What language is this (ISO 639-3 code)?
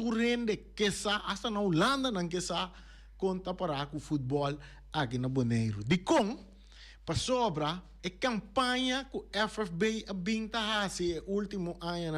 pap